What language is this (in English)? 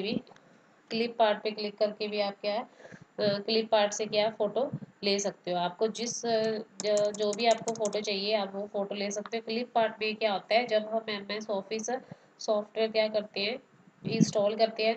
Hindi